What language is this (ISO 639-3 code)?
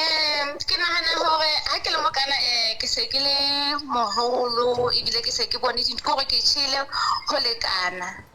sot